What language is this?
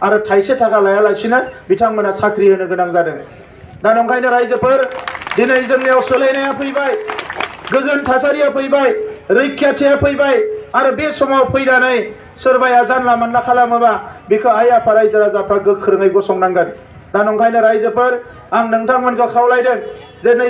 Bodo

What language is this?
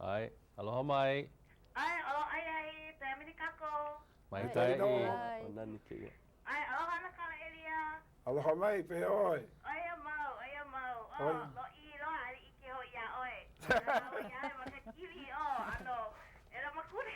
Hawaiian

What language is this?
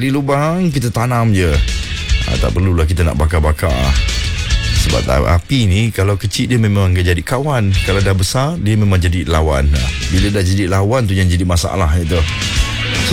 Malay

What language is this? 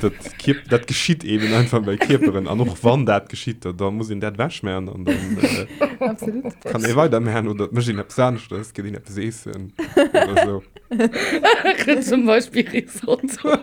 Luxembourgish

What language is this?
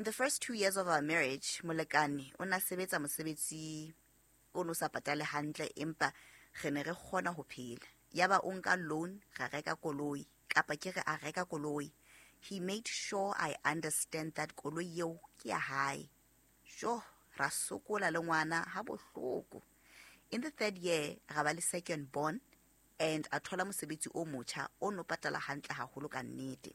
Southern Sotho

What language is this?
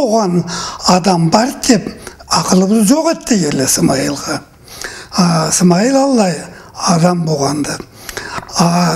Karachay-Balkar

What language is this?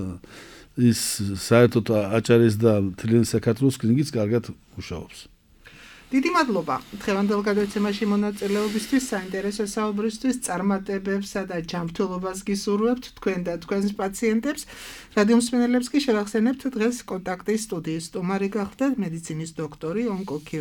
Georgian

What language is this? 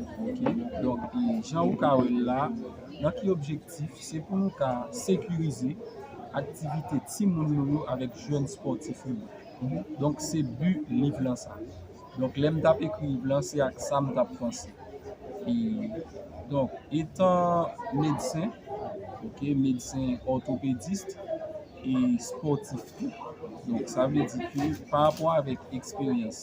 Haitian Creole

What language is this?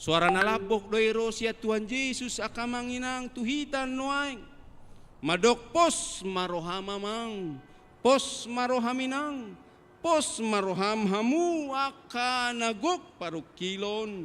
Batak Toba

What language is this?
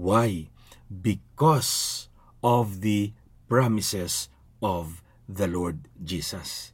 Hiligaynon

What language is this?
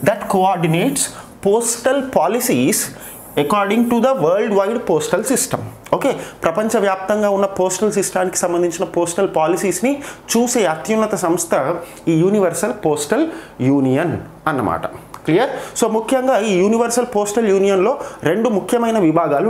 Telugu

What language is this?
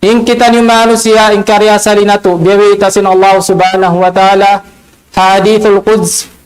Tausug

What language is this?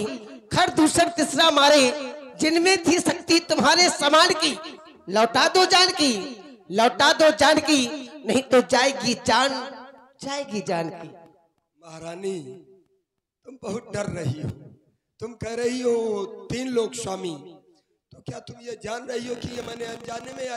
Hindi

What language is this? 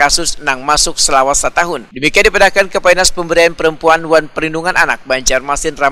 Banjar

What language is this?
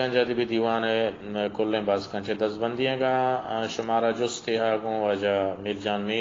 Baluchi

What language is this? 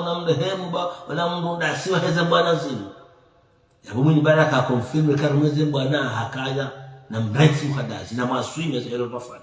Ngazidja Comorian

